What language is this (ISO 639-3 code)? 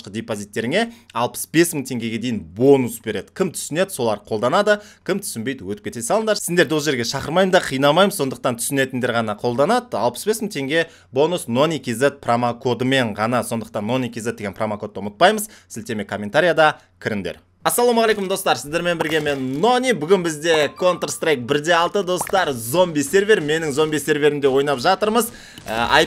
kaz